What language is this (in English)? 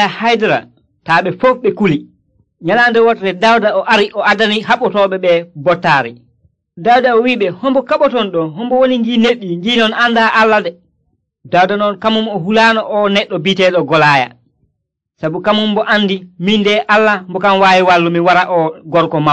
Nigerian Fulfulde